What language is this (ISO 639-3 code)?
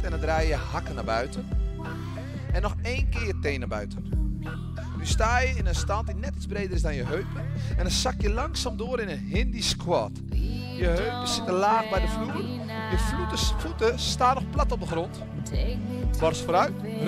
nld